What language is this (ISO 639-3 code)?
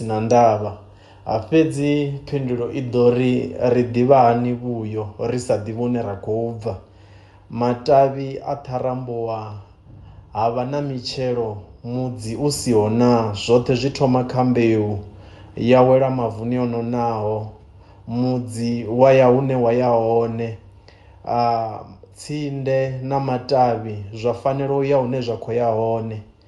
ven